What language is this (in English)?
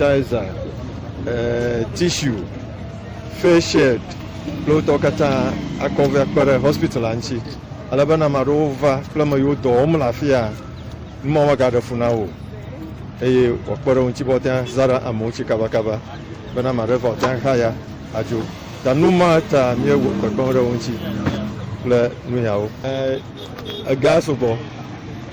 Ewe